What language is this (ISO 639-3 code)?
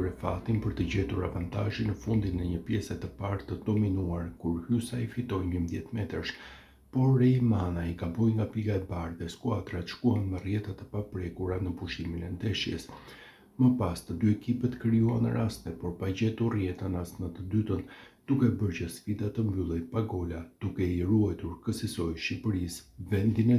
sqi